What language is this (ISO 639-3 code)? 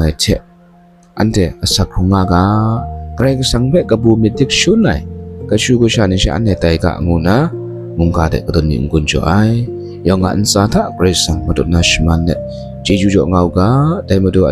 kac